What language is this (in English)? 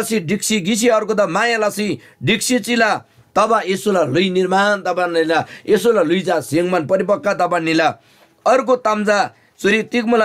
Eastern Tamang